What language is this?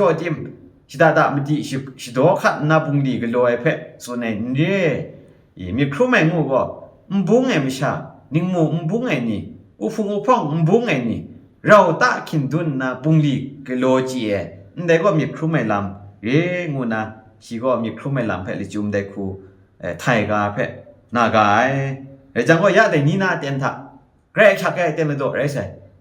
Kachin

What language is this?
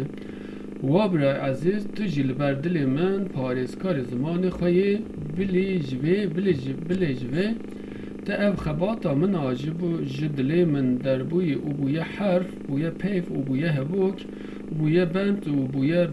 Kurdish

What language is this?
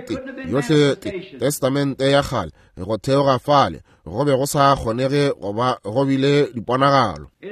Northern Sotho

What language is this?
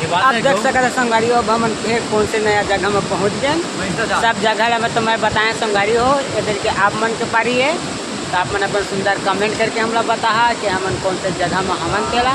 Chhattisgarhi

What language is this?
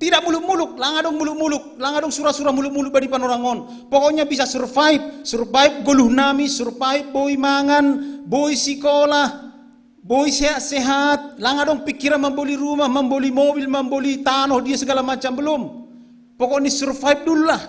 Batak Simalungun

